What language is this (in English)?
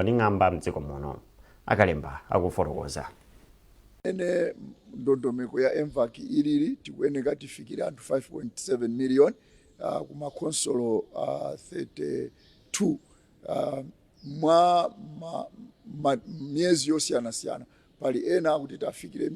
Nyanja